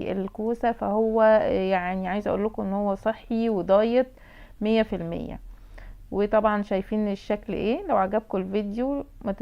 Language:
Egyptian Arabic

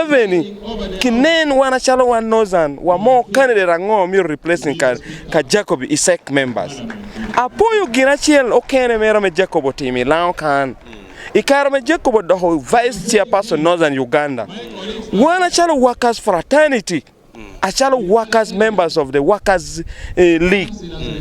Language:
Acoli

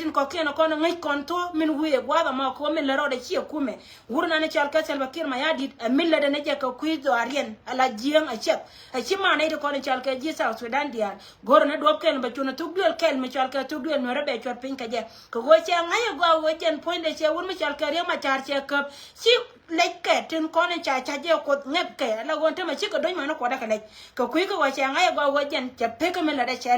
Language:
Nuer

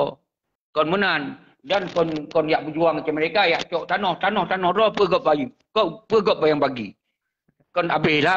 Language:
Achinese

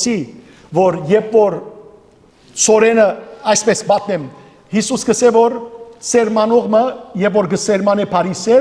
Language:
Western Armenian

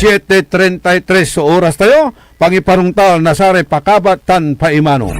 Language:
Pangasinan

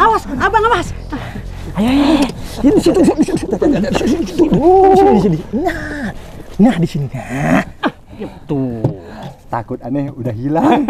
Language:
Betawi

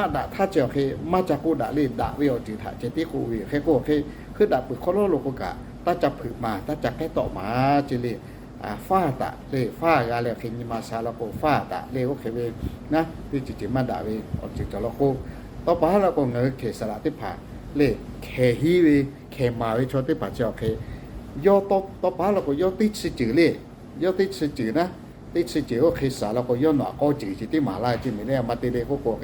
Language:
Lahu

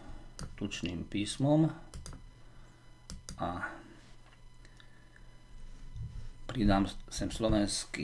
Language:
Slovak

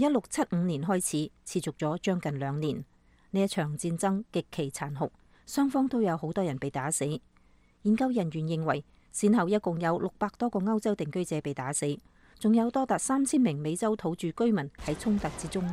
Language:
Cantonese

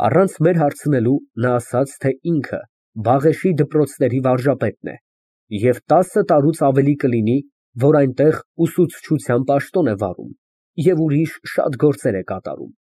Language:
Armenian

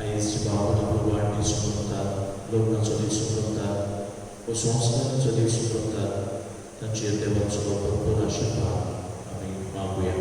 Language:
Konkani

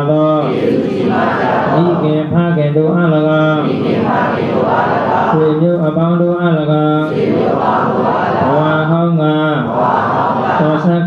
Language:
Burmese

